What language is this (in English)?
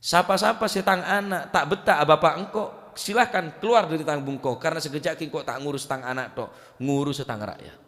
Madurese